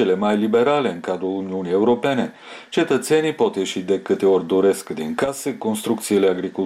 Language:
Romanian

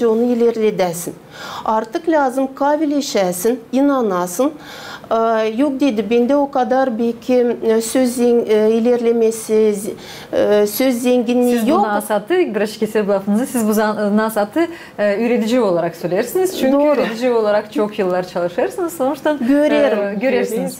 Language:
Gagauz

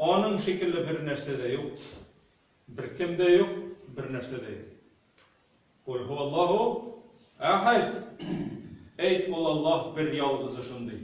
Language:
Tatar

